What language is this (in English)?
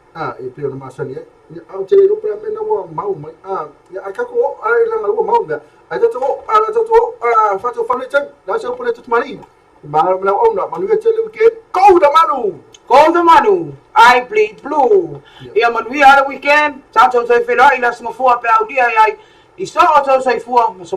Samoan